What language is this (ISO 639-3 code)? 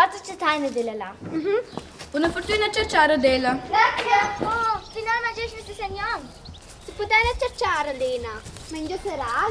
roh